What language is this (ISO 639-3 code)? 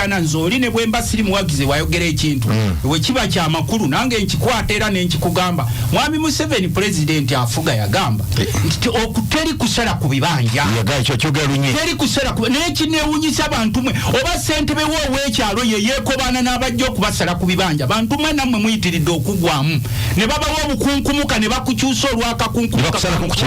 lug